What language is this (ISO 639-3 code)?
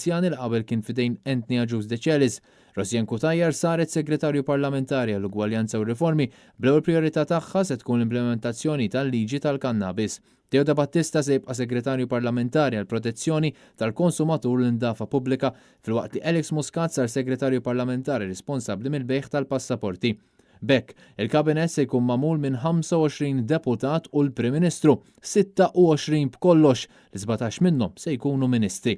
mlt